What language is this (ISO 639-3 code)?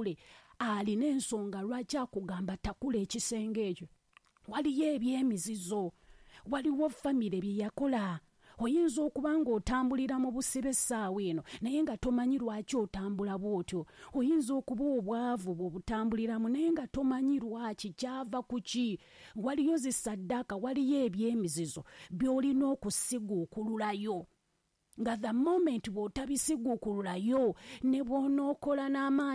lug